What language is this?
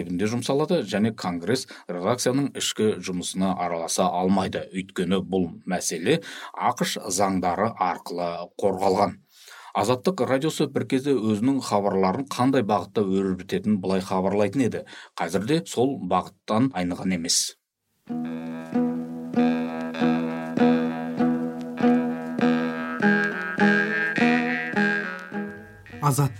Kazakh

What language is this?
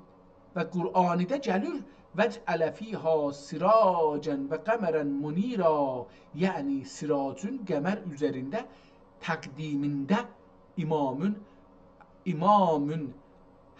South Azerbaijani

